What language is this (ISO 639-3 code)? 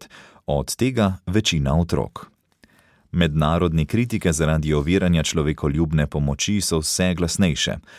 slv